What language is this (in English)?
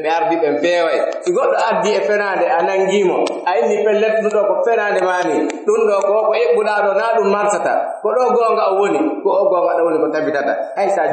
Pular